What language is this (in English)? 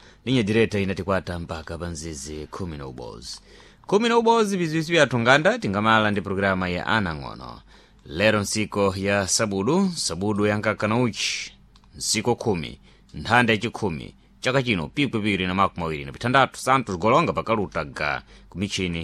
Sena